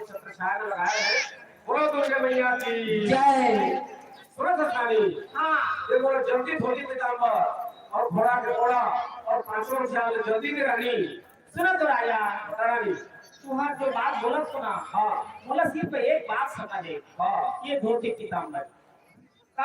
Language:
Chhattisgarhi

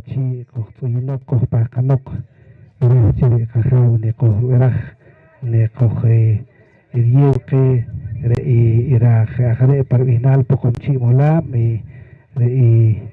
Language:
Poqomchi'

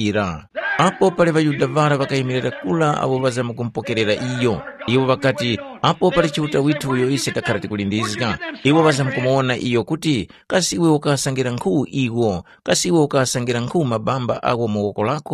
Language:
Tumbuka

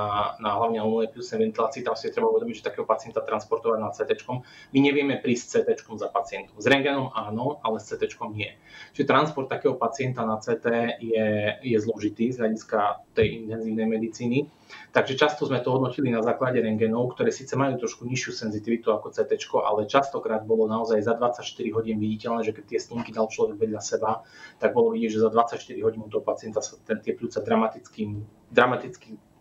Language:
Slovak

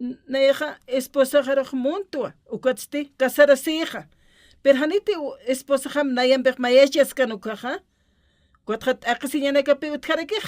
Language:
Aymara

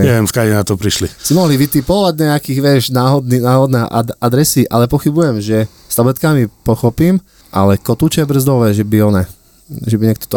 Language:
Slovak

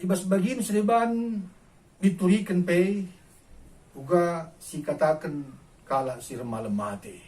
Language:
Batak Karo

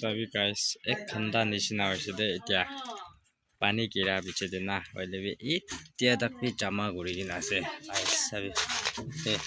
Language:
Naga Pidgin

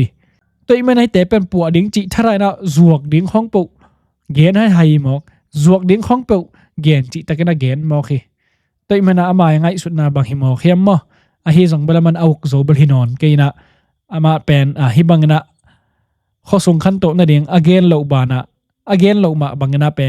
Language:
Tedim Chin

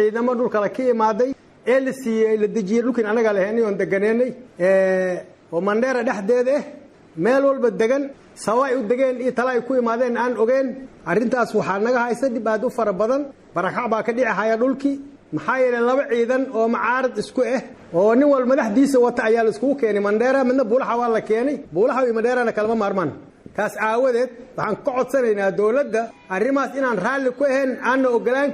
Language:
Somali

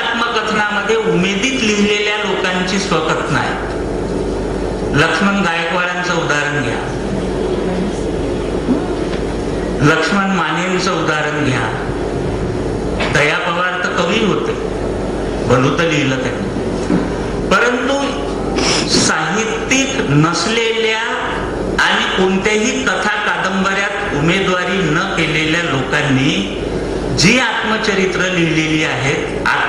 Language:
Marathi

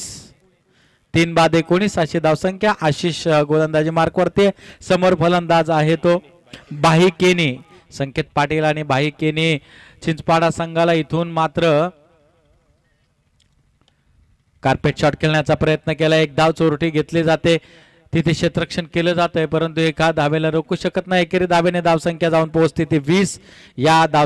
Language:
Marathi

